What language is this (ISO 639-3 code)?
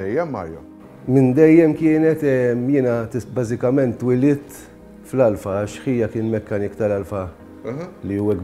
mlt